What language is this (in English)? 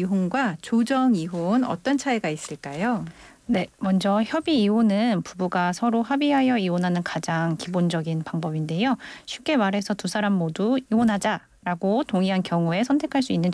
Korean